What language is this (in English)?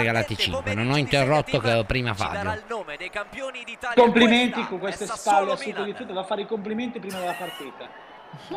Italian